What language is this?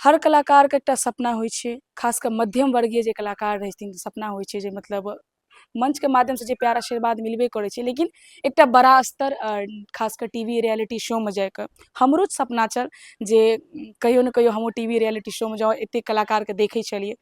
Maithili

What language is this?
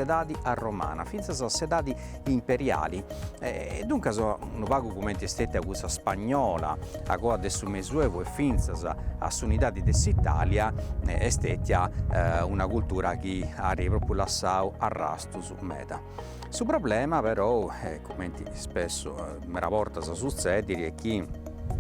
Sardinian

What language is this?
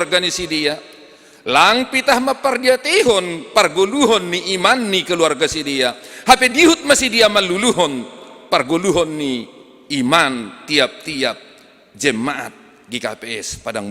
Batak Simalungun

